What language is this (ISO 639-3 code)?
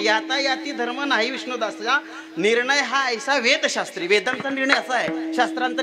mar